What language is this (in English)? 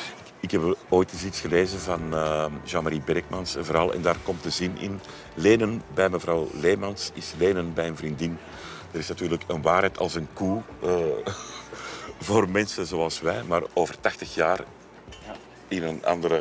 Dutch